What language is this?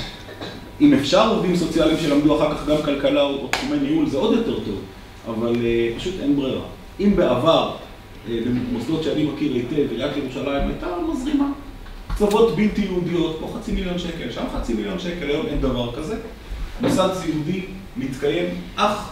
Hebrew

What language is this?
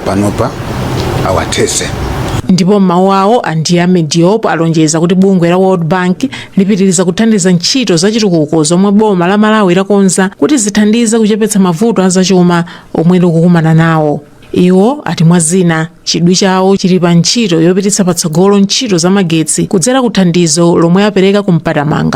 Nyanja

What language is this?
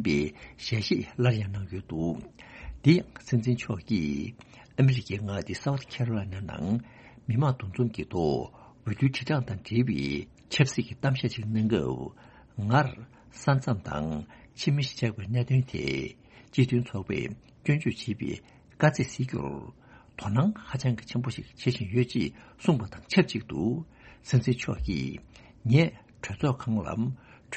Tibetan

